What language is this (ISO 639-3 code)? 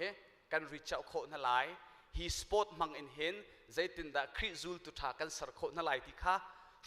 cnh